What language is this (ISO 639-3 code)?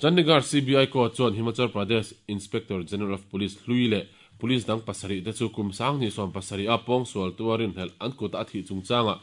lus